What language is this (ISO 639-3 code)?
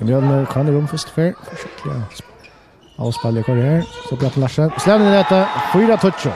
fao